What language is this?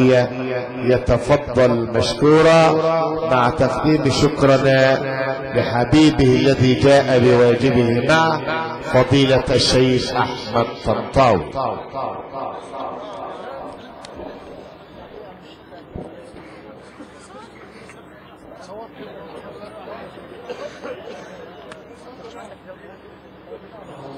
Arabic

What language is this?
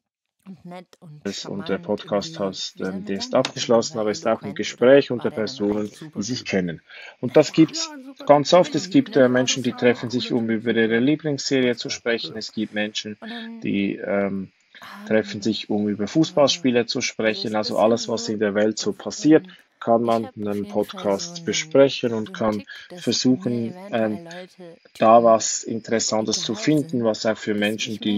German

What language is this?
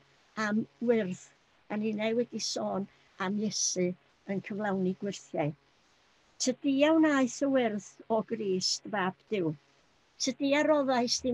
Welsh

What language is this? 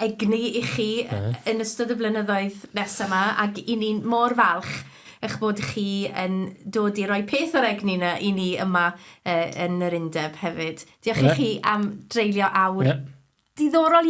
Welsh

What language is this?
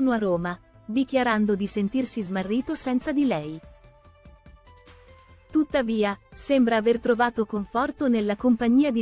Italian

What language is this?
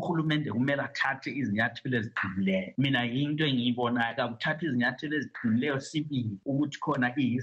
North Ndebele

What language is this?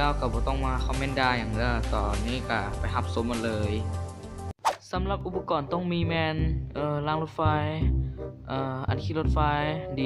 Lao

